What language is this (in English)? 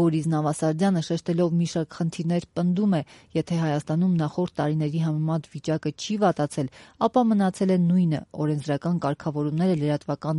Armenian